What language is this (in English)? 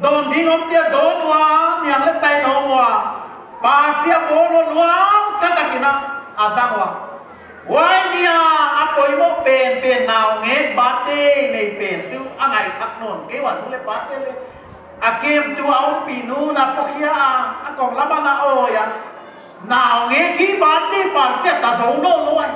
Paite Chin